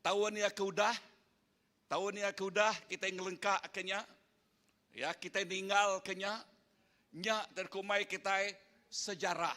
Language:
Iban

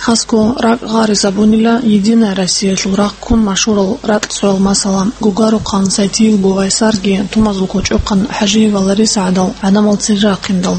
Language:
Avaric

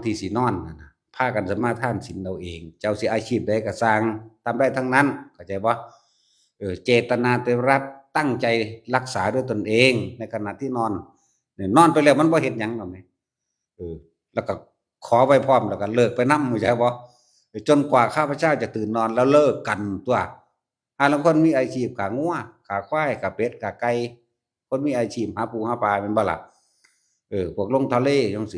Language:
Northeastern Thai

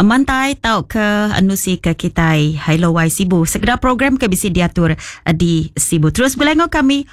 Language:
Iban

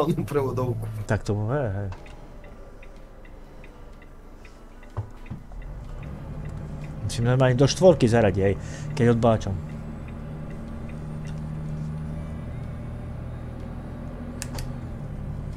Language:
Slovak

